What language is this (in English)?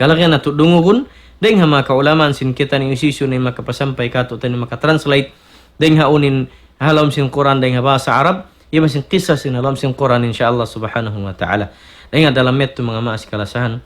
Tausug